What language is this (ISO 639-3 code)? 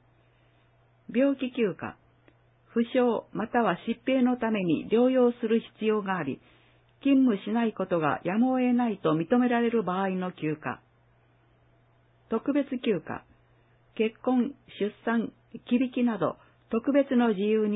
jpn